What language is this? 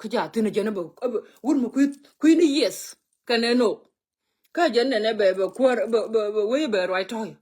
Nuer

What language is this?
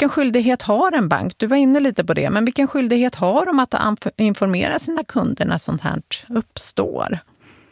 Swedish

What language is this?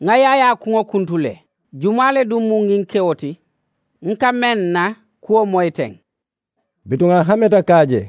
Mandingo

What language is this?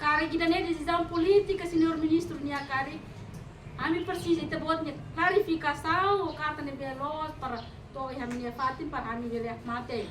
Tetum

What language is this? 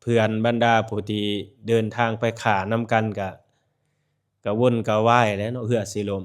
Lao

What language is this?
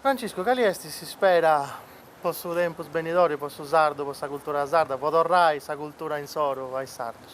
Sardinian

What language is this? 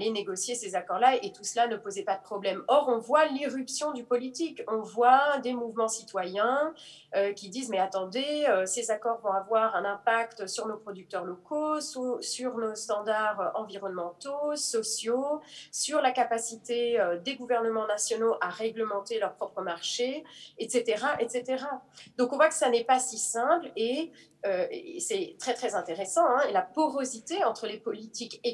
French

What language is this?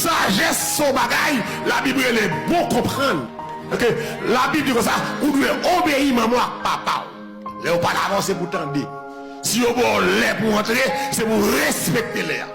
Haitian Creole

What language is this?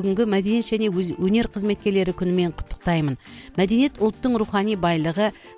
Kazakh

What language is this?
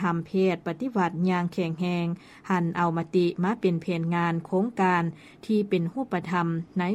Lao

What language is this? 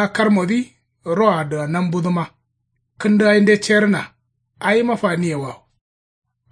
Kanuri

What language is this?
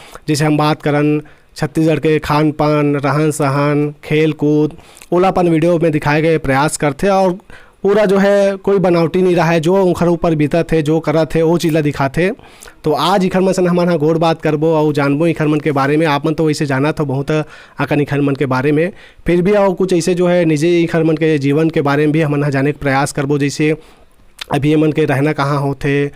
Chhattisgarhi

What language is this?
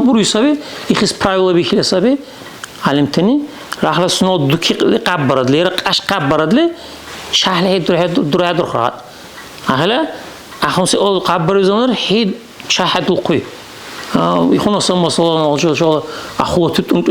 Dargwa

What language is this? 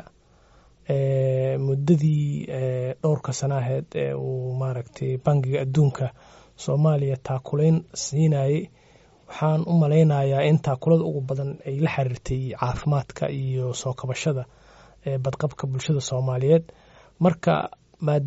Somali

